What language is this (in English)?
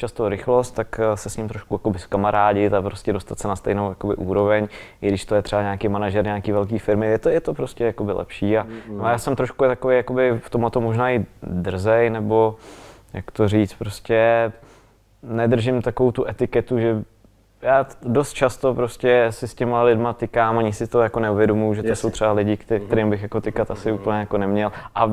Czech